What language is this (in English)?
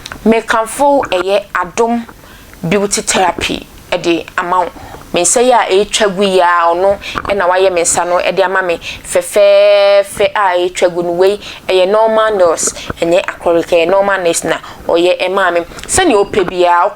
Akan